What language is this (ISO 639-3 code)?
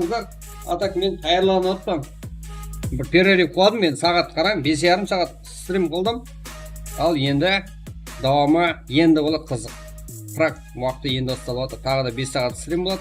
kaa